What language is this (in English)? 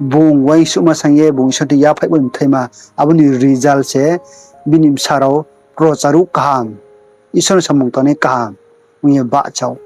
Riang (India)